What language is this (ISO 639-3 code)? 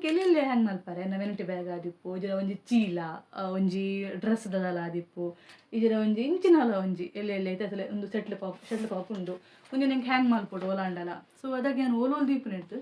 tcy